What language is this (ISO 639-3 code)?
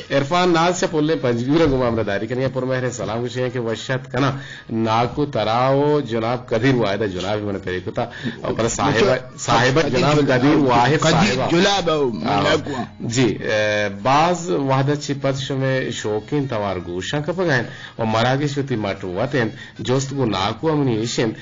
bgp